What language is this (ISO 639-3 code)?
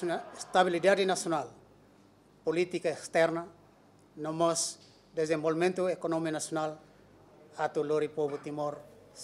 tet